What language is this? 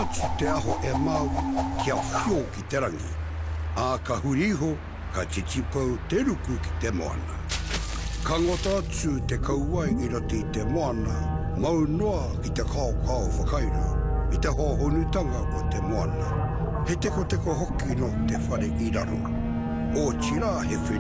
Māori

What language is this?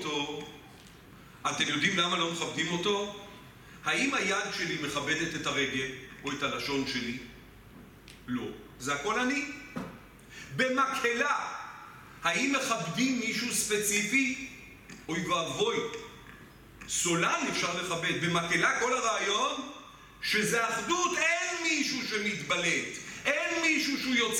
Hebrew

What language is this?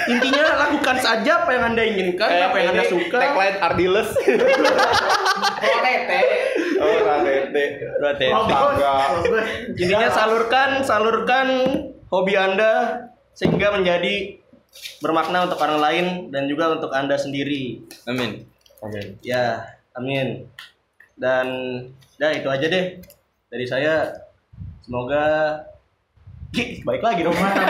Indonesian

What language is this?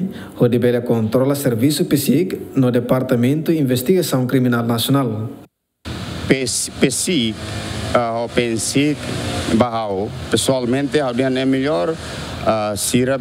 Tetum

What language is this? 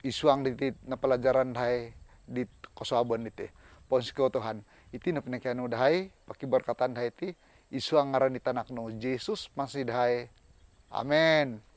Central Dusun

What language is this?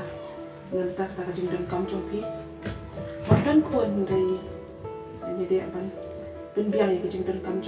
Khasi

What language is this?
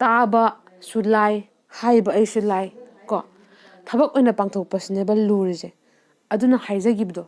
Manipuri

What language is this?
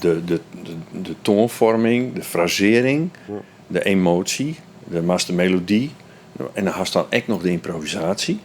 Western Frisian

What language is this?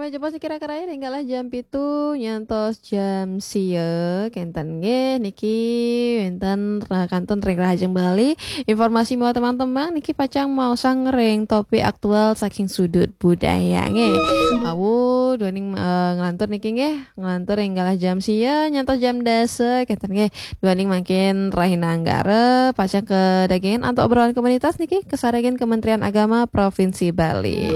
Balinese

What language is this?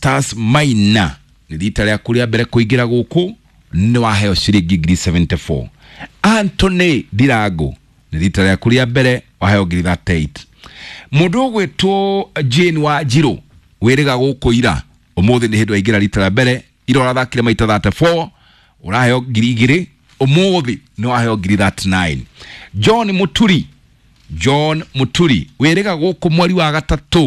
Kikuyu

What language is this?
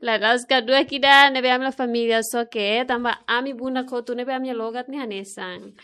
Tetum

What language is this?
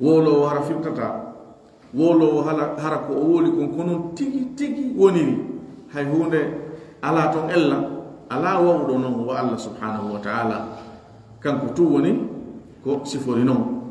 Pular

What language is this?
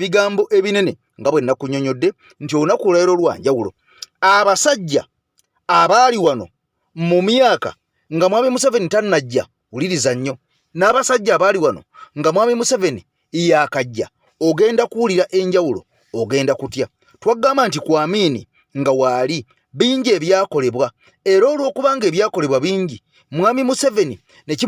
Ganda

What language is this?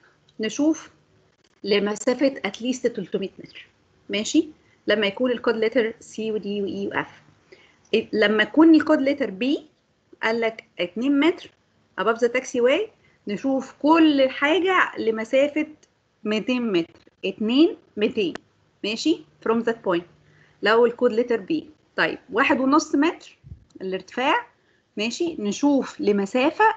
Egyptian Arabic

